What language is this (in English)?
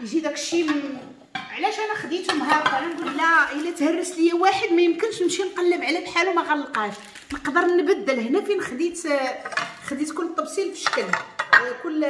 Moroccan Arabic